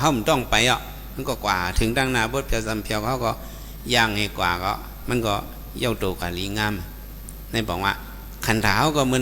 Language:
Shan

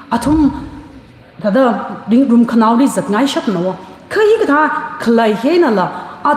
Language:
Tangkhul Naga (India)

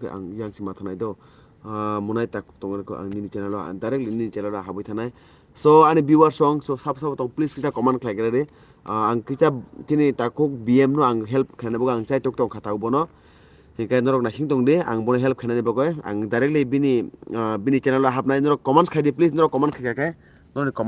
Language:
Kok Borok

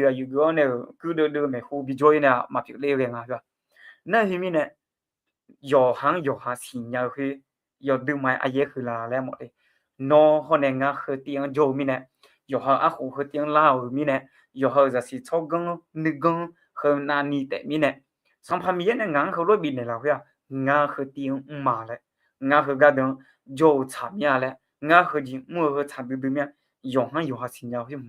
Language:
Akha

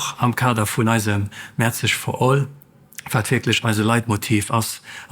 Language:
Luxembourgish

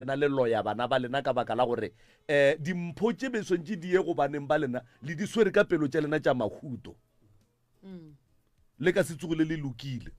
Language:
Northern Sotho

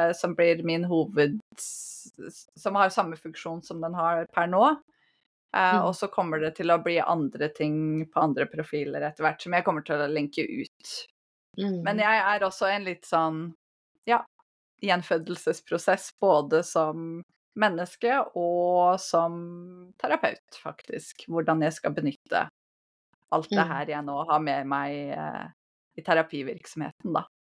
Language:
Norwegian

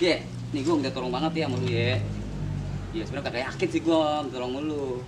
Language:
Betawi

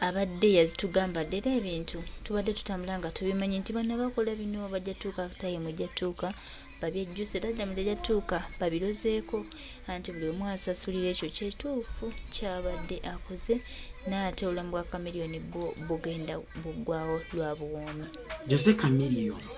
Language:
Ganda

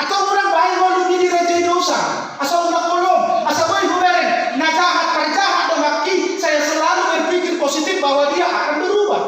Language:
Batak Toba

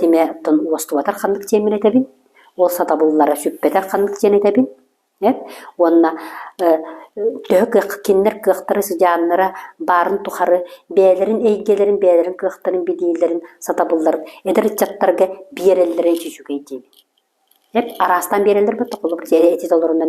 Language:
Yakut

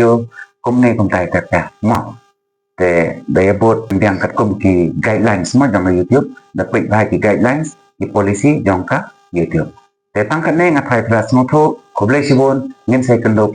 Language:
Khasi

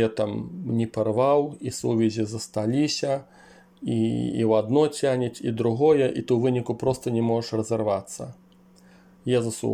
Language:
Belarusian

